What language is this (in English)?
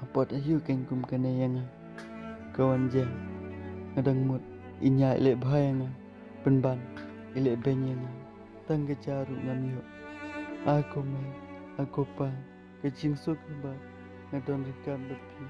Khasi